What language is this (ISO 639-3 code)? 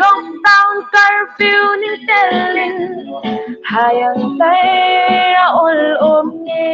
hmr